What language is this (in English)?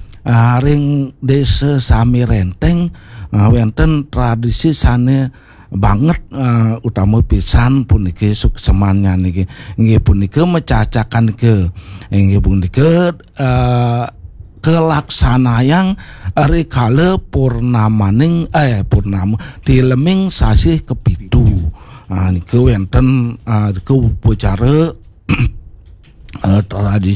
Balinese